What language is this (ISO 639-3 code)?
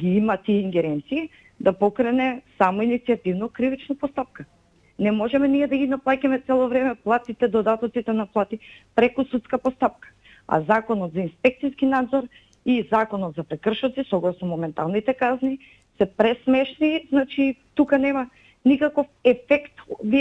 mkd